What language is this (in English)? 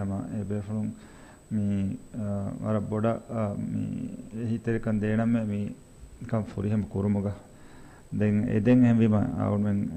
Divehi